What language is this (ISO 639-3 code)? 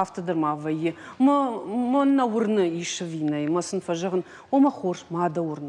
oss